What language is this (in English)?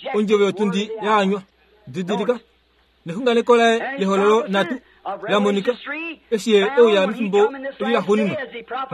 Kuanyama